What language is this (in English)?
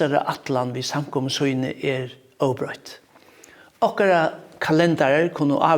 Faroese